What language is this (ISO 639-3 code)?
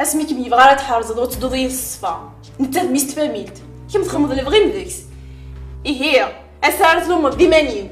kab